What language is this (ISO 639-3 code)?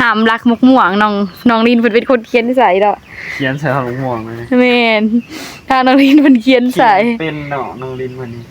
tts